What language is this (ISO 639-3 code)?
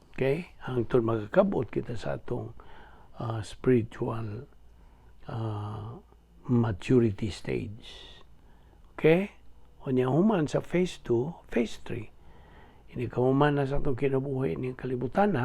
ceb